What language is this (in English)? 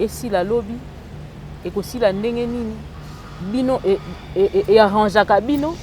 Lingala